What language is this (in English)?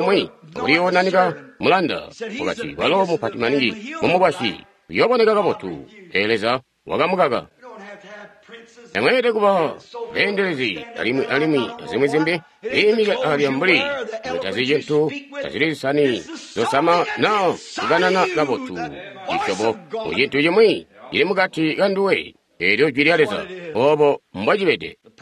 Tonga (Zambia)